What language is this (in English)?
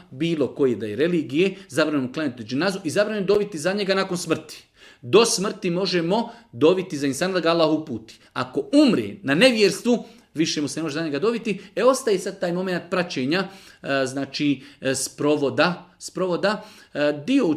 Bosnian